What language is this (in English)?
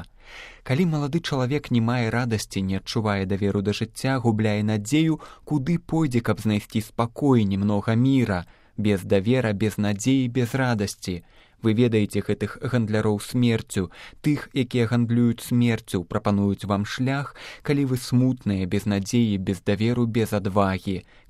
Belarusian